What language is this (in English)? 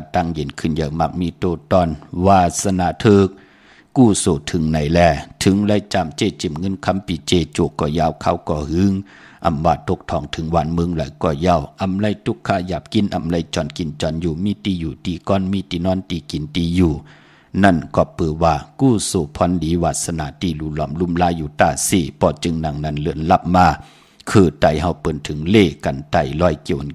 Shan